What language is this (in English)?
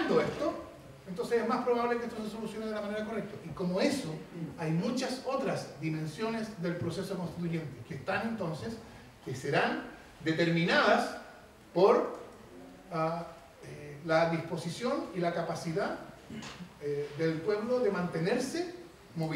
Spanish